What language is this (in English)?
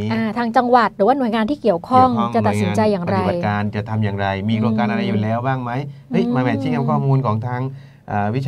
Thai